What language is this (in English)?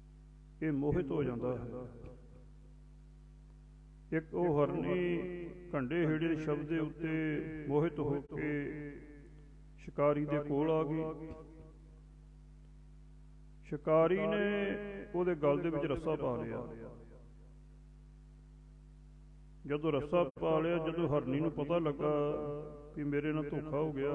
Punjabi